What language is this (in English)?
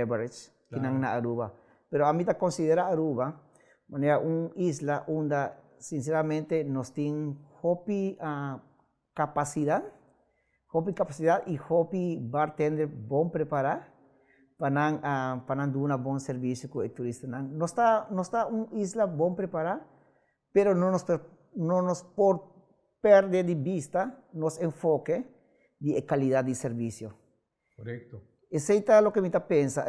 Papiamento